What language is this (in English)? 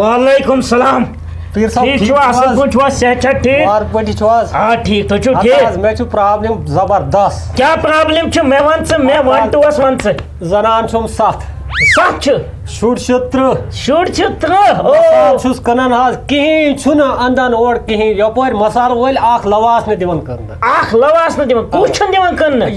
Kashmiri